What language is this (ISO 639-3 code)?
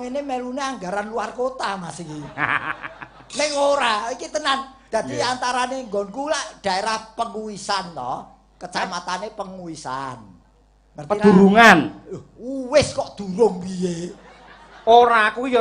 jav